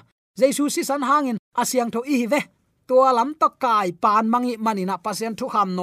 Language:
Tedim Chin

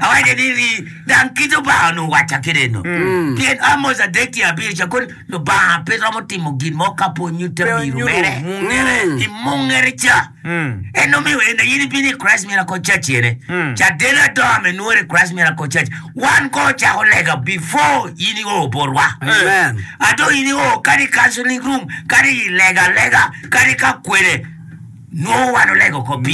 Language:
Acoli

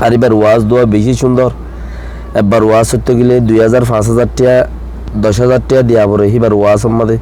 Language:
Rohingya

